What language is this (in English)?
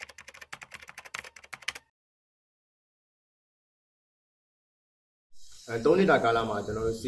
Burmese